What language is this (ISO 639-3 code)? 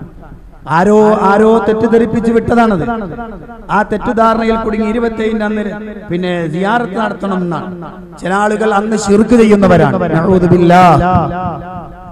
mal